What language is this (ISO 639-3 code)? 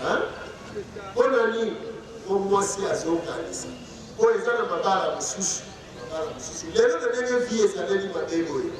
lin